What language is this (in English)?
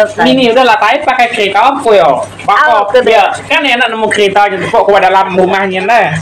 Iban